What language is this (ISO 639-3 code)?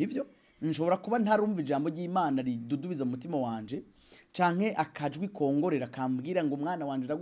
run